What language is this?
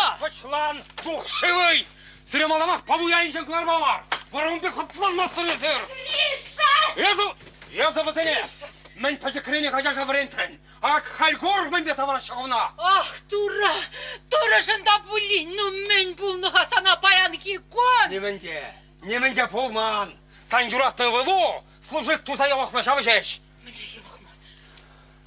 Chuvash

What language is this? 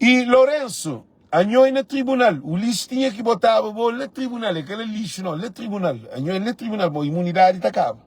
Kabuverdianu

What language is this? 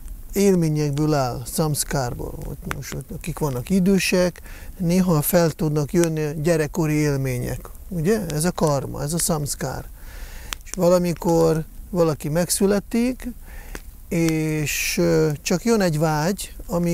Hungarian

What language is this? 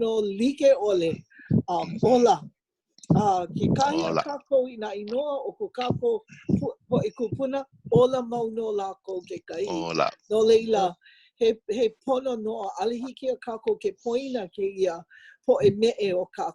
Hawaiian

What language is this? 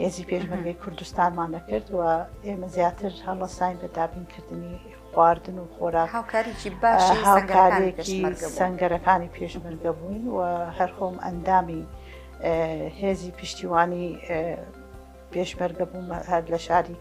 Central Kurdish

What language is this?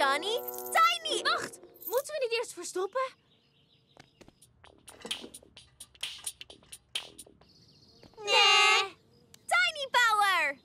Dutch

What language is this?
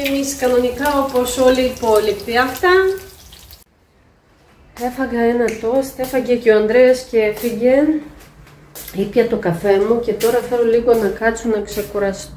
Greek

